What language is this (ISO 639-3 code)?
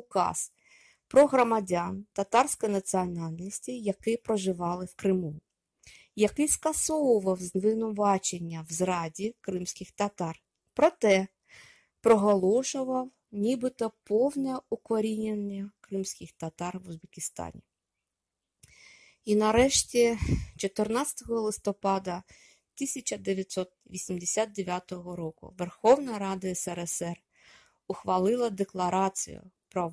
ukr